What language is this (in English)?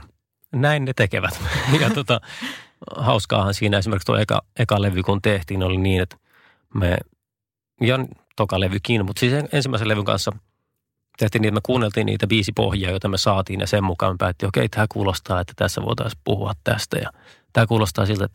Finnish